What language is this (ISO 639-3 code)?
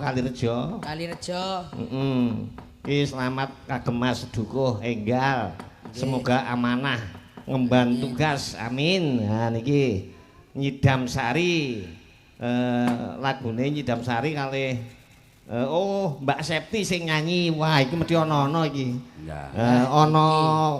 jav